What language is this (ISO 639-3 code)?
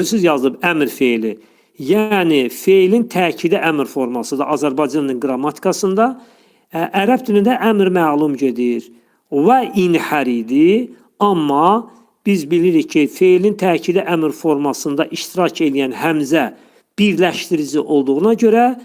aze